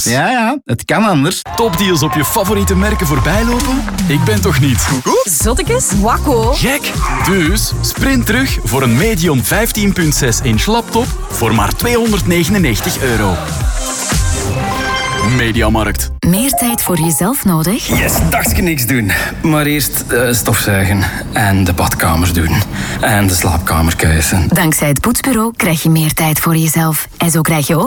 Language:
Dutch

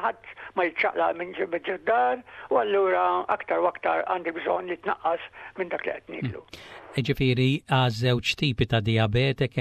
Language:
Maltese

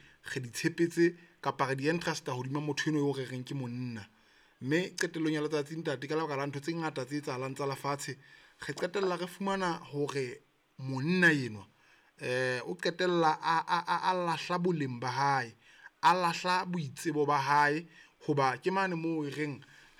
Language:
Southern Sotho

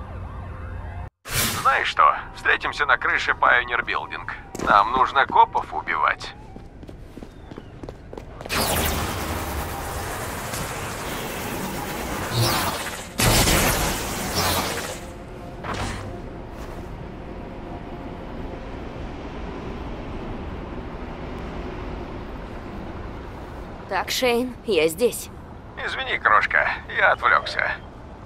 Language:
Russian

